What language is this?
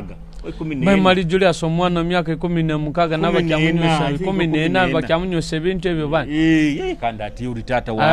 Nyoro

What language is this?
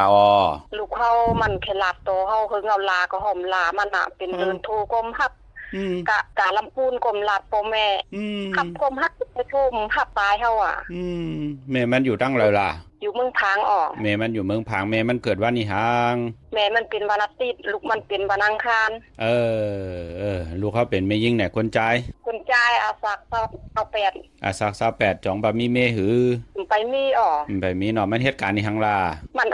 Shan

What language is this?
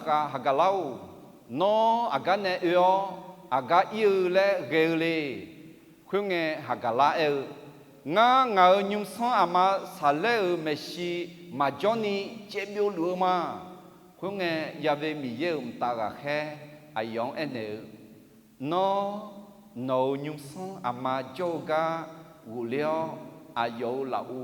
Akha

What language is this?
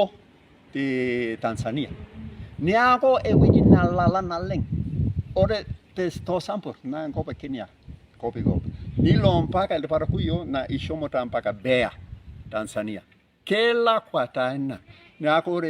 Masai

